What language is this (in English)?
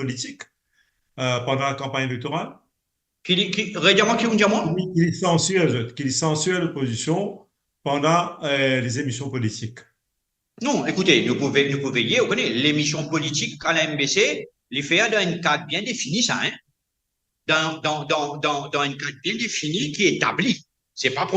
Morisyen